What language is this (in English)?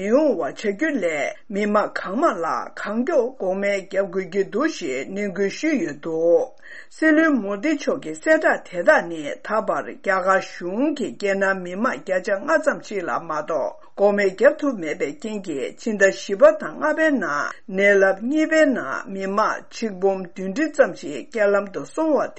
Tibetan